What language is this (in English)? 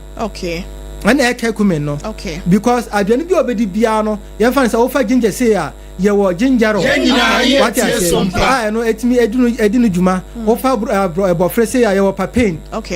Akan